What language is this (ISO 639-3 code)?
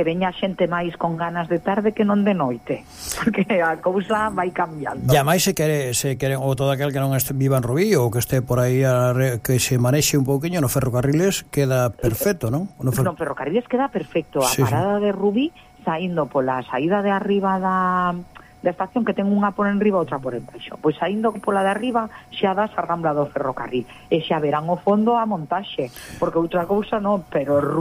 glg